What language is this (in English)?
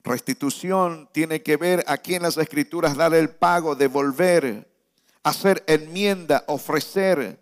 Spanish